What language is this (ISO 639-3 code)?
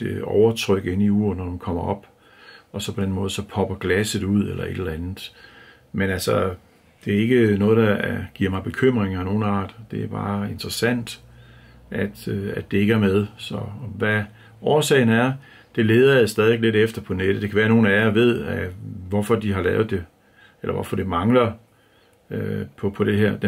dan